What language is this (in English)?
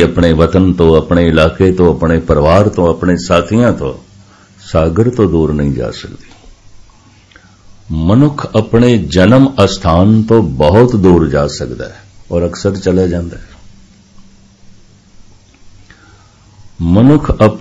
Punjabi